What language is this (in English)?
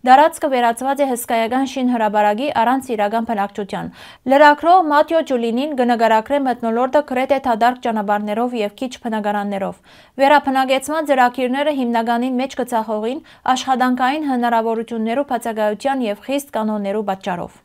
Western Armenian